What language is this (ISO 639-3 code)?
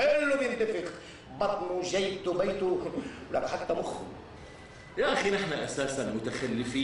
apc